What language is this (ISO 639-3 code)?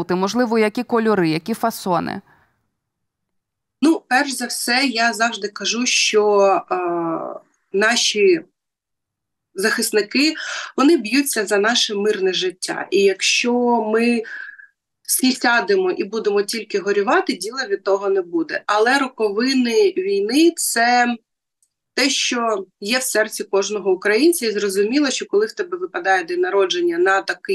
ukr